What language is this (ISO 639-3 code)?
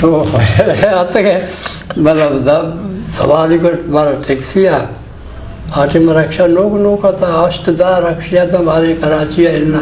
bgp